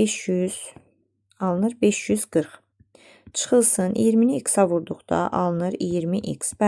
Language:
Azerbaijani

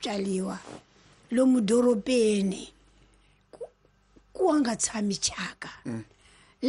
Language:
Tsonga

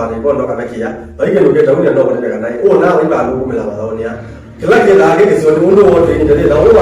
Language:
Kamba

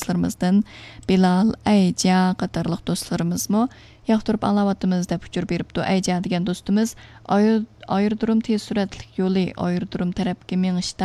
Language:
Uyghur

